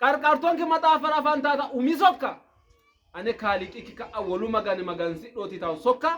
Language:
Sidamo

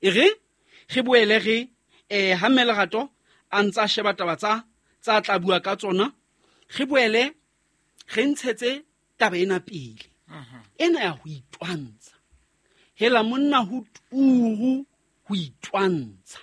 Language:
Southern Sotho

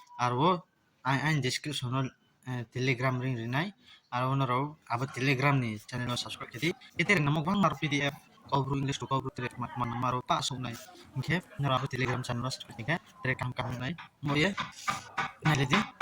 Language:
Riang (India)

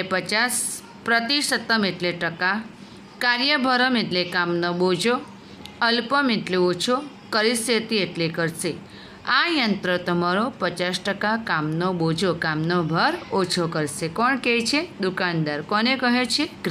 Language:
Gujarati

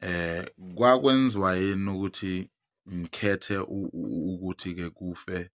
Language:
Zulu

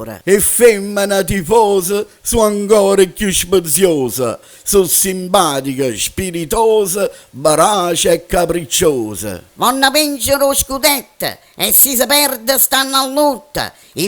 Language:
Neapolitan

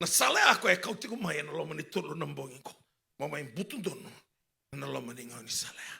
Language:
Fijian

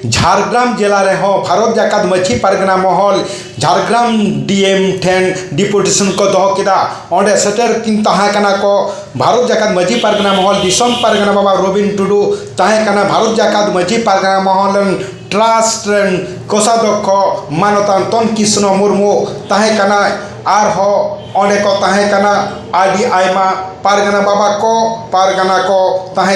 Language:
Santali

